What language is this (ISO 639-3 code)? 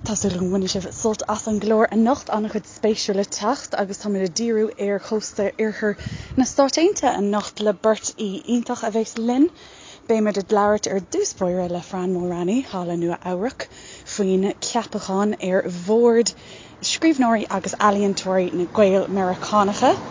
gle